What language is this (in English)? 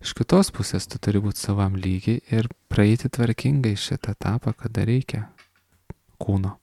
Lithuanian